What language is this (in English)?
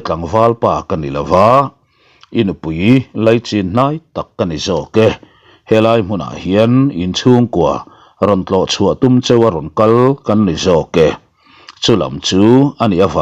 Mizo